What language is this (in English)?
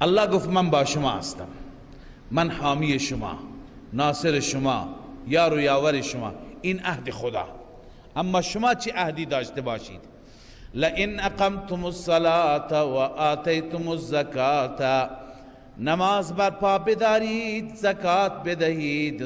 Persian